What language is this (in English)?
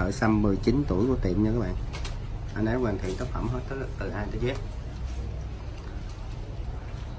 Vietnamese